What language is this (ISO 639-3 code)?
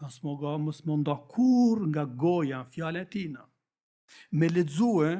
sqi